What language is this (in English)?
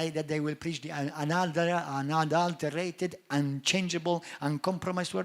English